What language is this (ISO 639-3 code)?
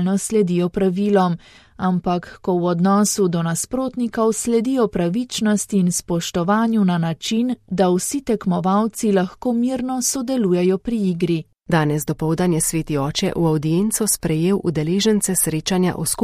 slv